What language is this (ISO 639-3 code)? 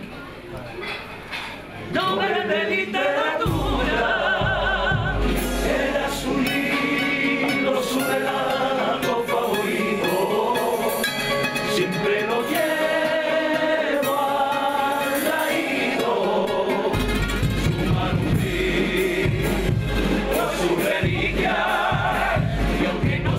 spa